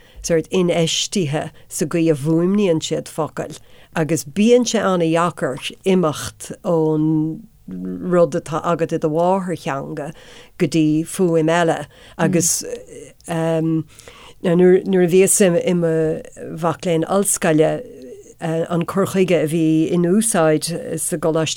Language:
Irish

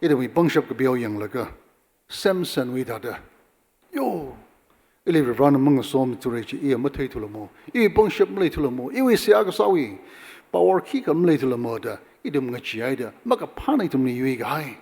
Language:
Tangkhul Naga (India)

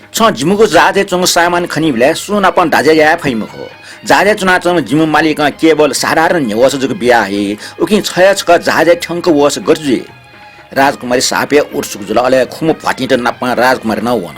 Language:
Newari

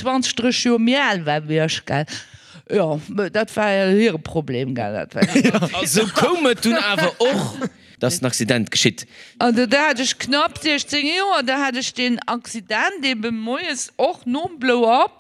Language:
Luxembourgish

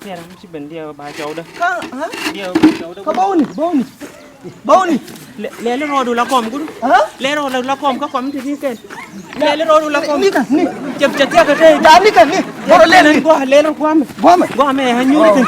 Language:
Nuer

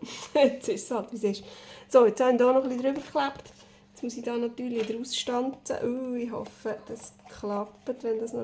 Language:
Swiss German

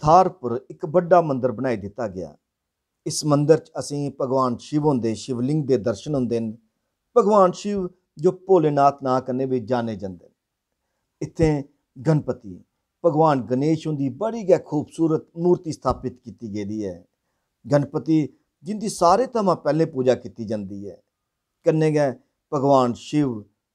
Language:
Dogri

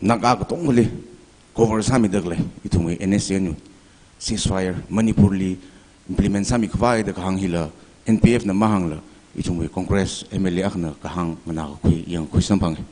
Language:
Tangkhul Naga (India)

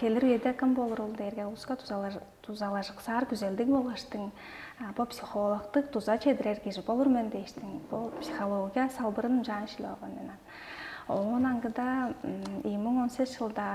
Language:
Tuvinian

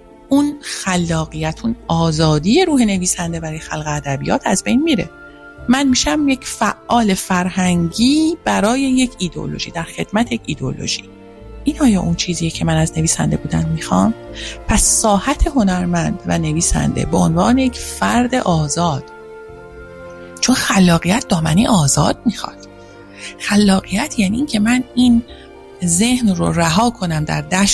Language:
Persian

